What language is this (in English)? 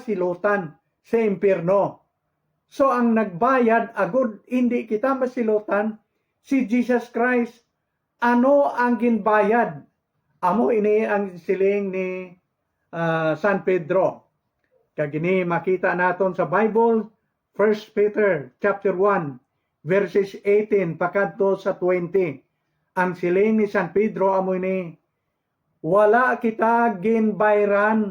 Hiligaynon